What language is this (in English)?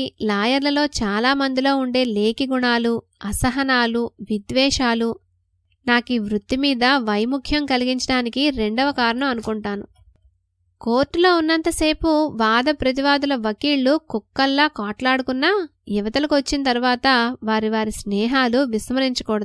Telugu